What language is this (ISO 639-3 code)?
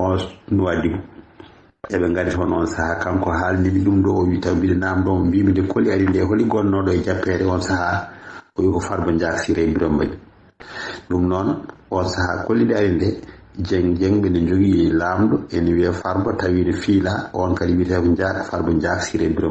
ful